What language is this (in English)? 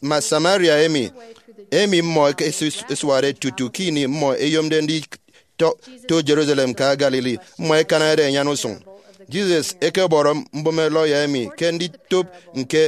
Efik